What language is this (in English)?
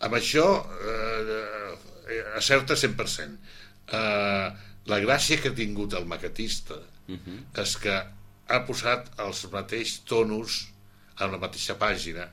Catalan